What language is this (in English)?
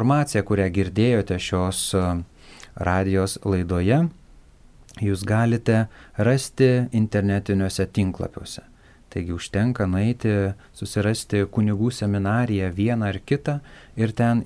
Lithuanian